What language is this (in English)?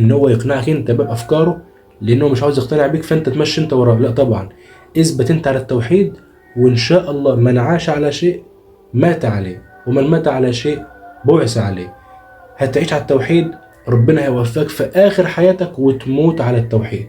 Egyptian Arabic